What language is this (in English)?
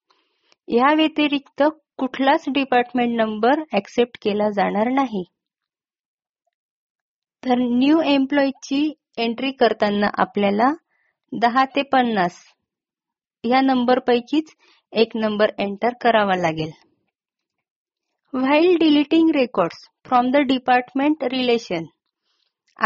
Marathi